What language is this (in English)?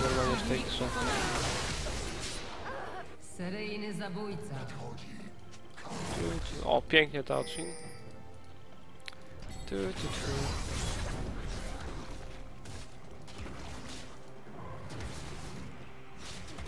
Polish